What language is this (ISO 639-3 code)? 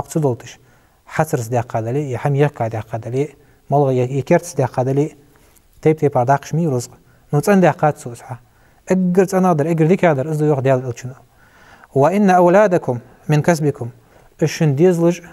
inh